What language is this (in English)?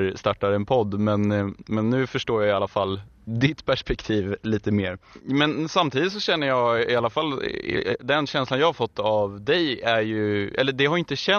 Swedish